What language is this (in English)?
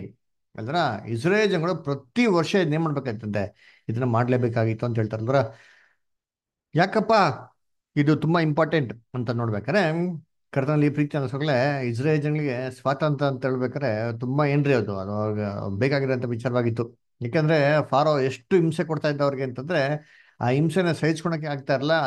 Kannada